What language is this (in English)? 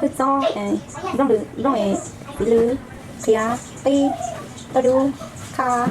Hmong